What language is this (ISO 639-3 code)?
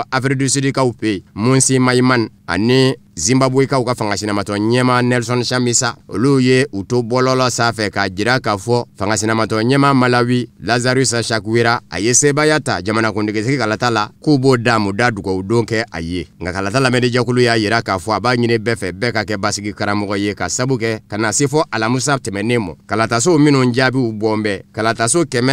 bam